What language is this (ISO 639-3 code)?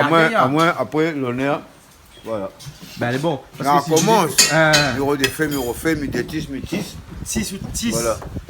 rcf